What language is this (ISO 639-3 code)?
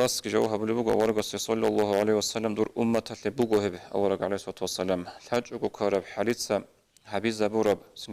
ava